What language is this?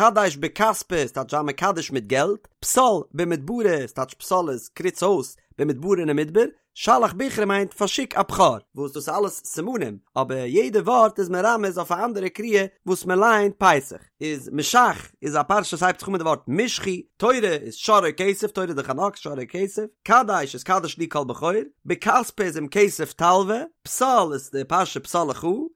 Yiddish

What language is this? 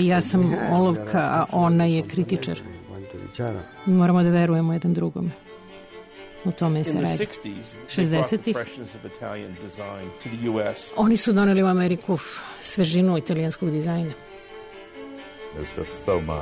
Serbian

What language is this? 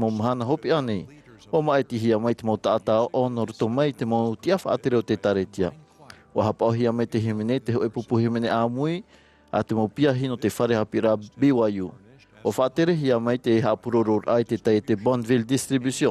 Tahitian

